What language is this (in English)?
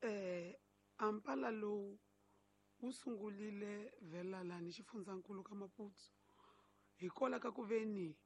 Tsonga